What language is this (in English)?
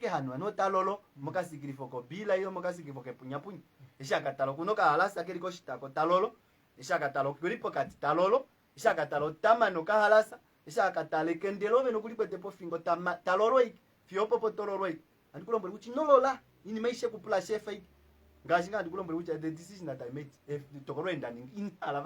Kuanyama